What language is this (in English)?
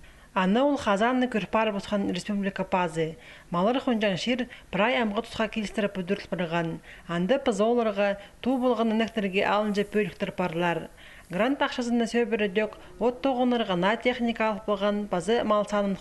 Khakas